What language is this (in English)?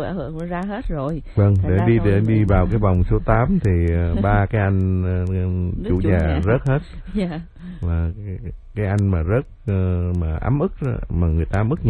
Vietnamese